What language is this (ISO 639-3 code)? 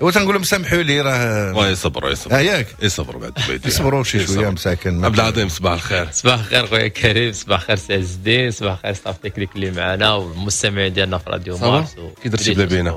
ary